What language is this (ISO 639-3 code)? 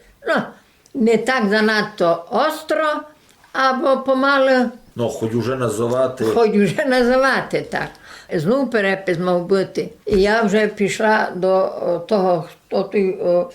rue